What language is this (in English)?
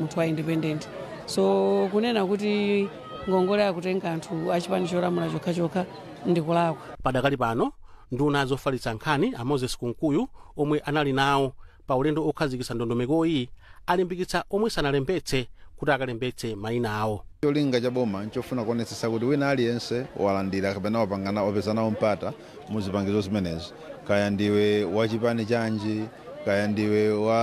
Nyanja